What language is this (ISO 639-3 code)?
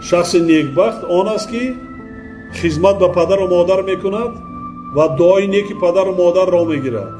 tgk